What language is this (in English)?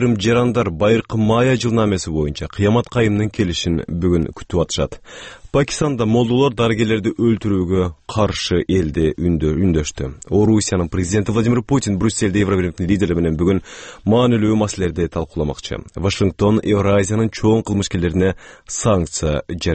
Kyrgyz